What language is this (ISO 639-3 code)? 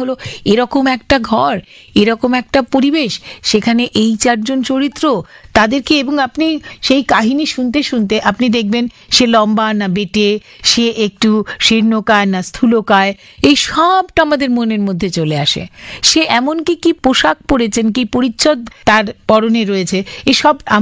ben